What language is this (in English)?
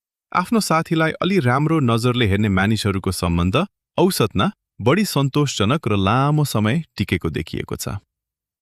Nepali